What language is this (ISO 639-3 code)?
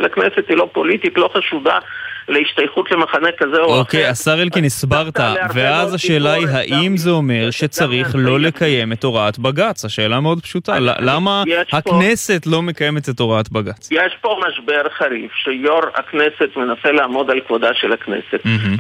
heb